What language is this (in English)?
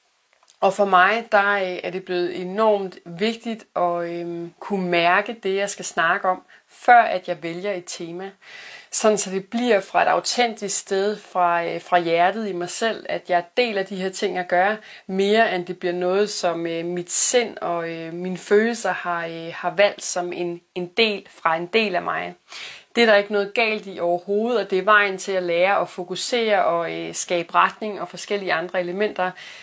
Danish